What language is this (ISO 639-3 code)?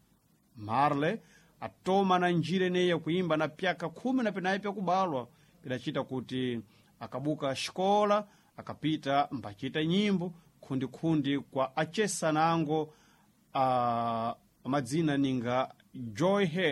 seh